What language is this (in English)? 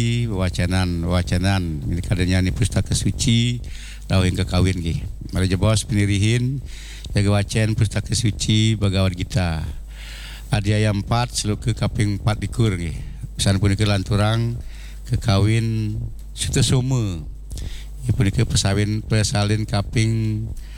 Balinese